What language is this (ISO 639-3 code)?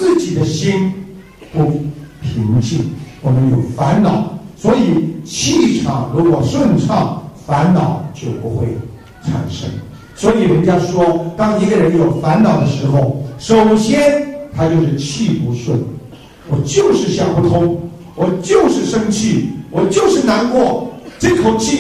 zho